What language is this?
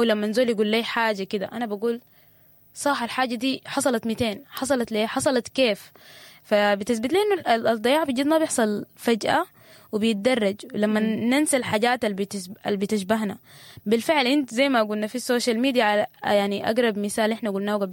Sudanese Arabic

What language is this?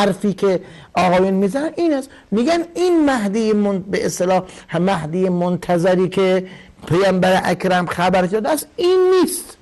Persian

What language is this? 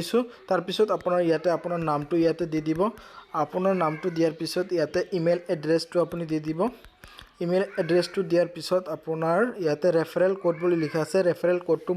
Assamese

